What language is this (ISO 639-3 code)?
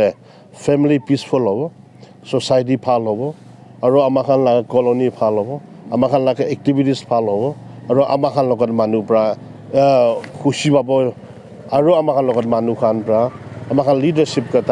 nag